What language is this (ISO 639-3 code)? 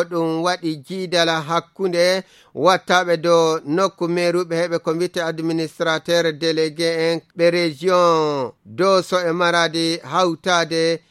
ful